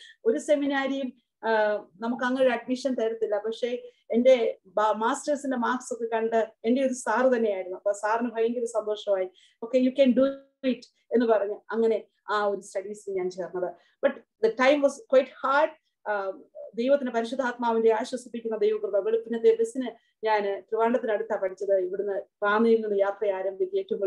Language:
Malayalam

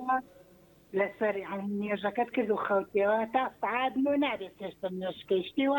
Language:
Central Kurdish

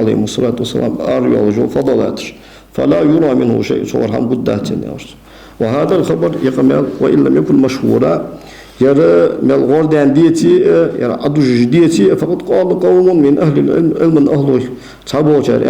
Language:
Ingush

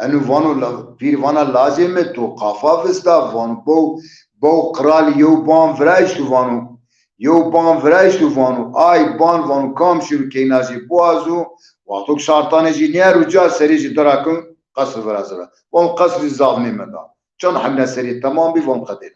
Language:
Zaza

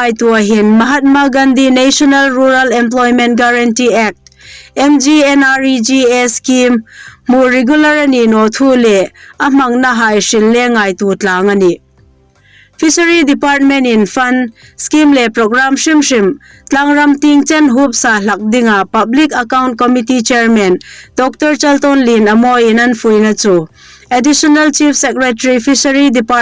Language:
Hmar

